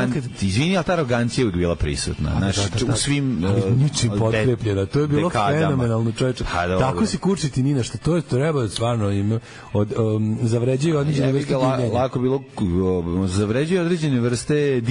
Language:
Serbian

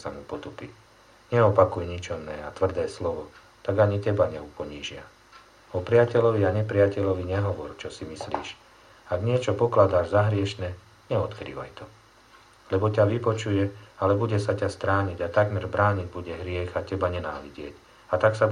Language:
Slovak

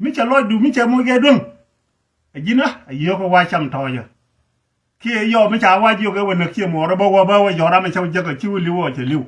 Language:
Nuer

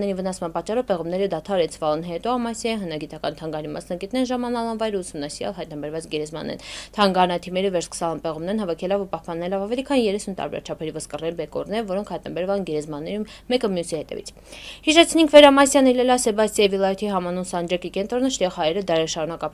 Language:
Armenian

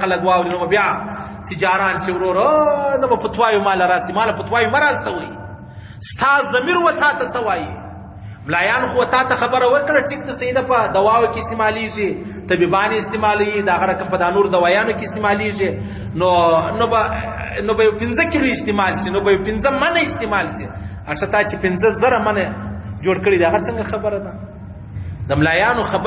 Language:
Pashto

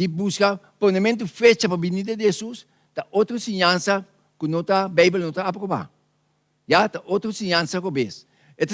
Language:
Papiamento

